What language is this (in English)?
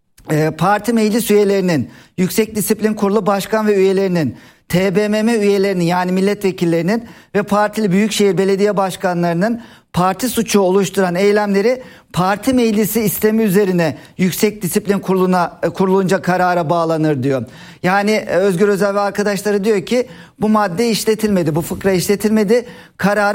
Turkish